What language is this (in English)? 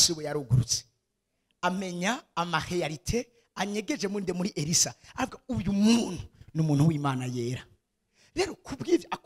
Rundi